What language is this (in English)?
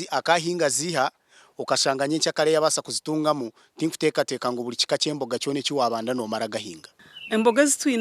Nyankole